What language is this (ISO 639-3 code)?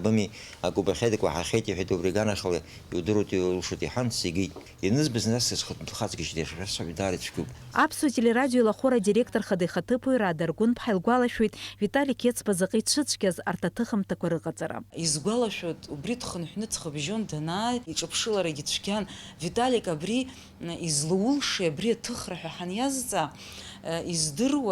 abk